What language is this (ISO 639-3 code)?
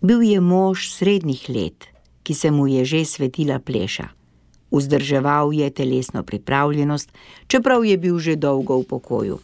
slv